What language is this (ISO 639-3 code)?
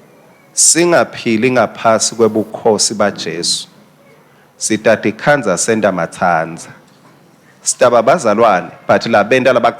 ssw